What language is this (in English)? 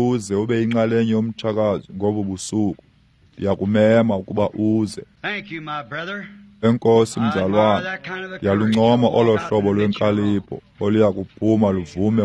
Xhosa